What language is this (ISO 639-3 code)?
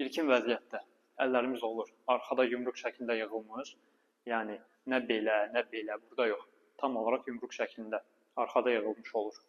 aze